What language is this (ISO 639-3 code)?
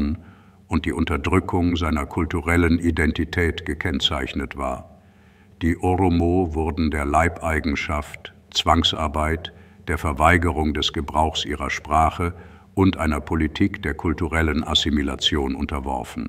deu